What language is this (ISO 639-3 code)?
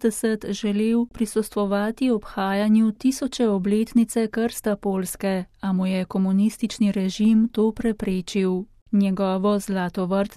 slv